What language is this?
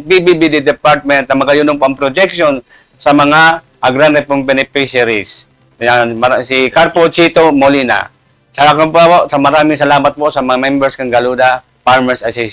Bikol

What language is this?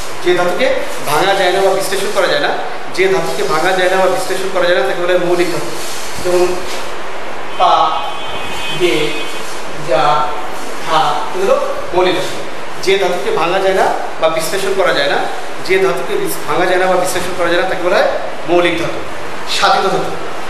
Bangla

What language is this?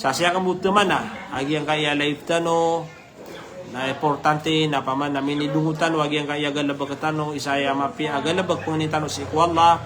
Maranao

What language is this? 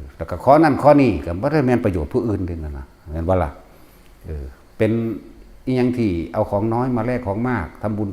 Northeastern Thai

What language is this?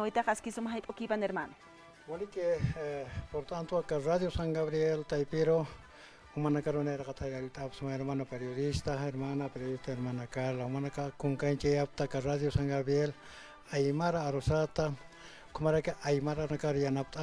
Aymara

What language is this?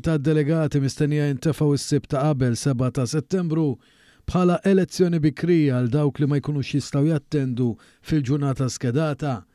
Maltese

